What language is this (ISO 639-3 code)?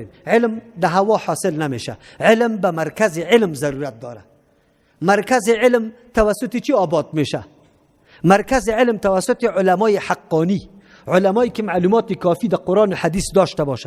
fas